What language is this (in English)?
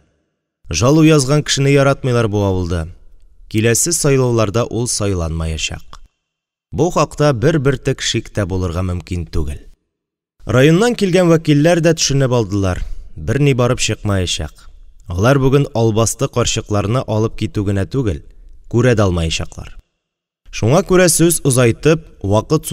Tatar